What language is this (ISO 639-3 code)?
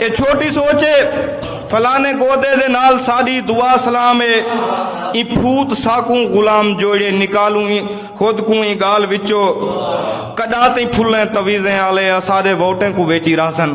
skr